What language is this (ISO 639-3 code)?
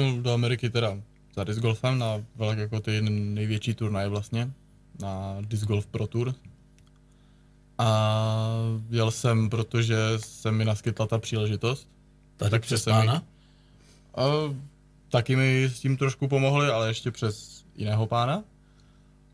ces